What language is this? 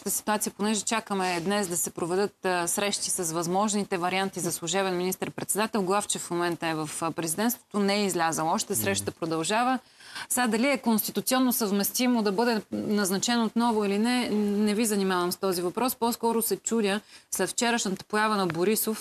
Bulgarian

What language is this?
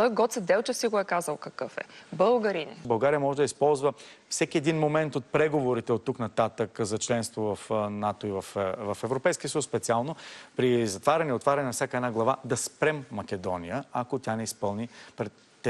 Bulgarian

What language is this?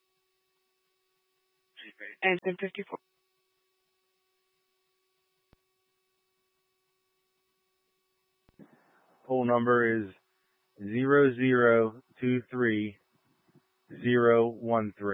English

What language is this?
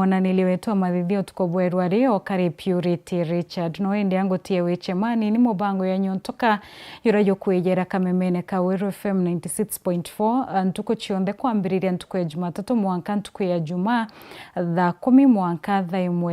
Meru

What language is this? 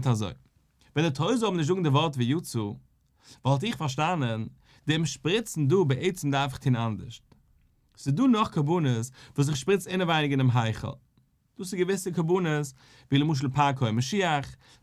Yiddish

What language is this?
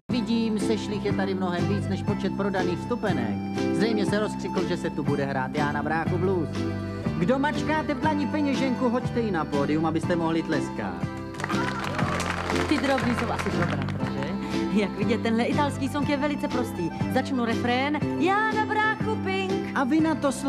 Czech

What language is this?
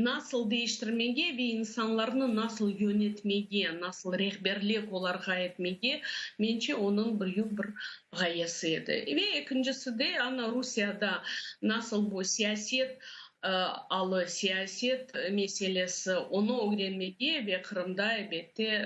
Crimean Tatar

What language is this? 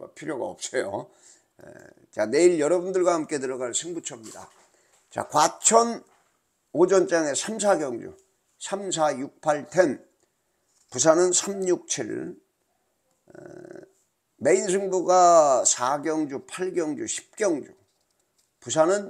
Korean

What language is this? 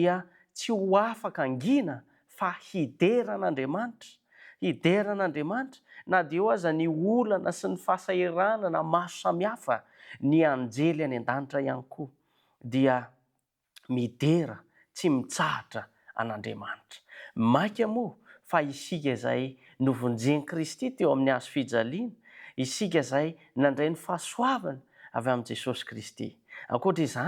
Malagasy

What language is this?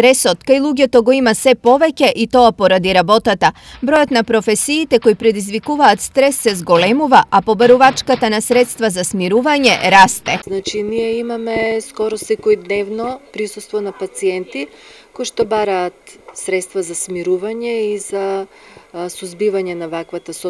Macedonian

